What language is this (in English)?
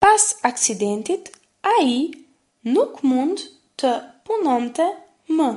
Albanian